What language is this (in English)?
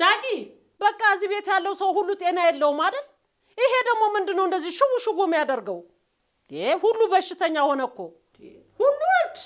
Amharic